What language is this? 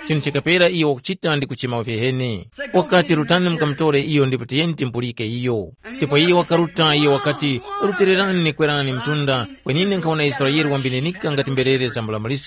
Tumbuka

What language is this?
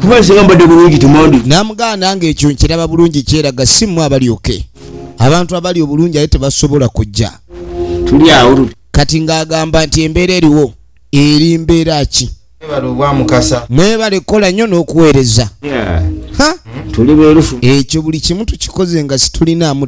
Ganda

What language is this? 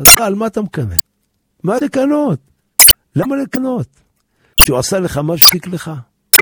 Hebrew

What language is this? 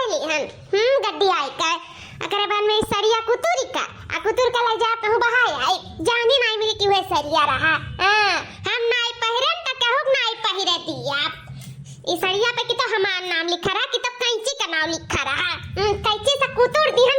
Awadhi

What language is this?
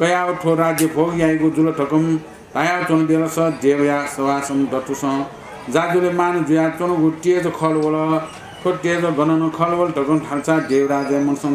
Newari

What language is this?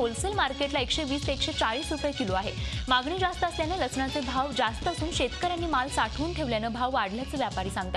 Marathi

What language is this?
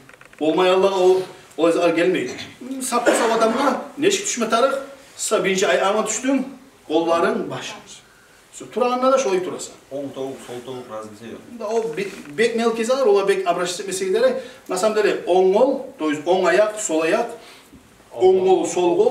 Kumyk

